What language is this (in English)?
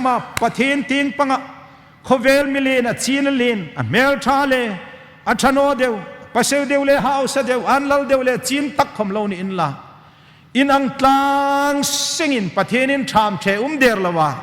Hmar